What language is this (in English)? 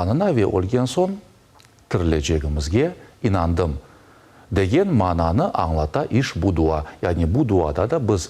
Crimean Tatar